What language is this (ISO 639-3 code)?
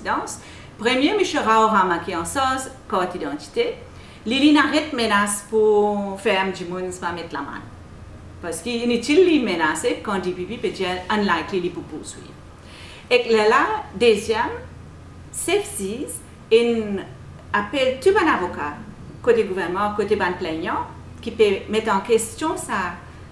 mfe